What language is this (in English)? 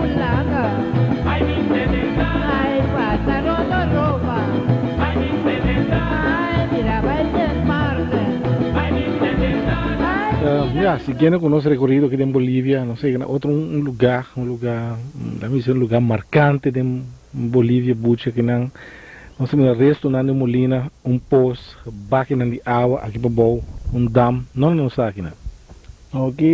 Papiamento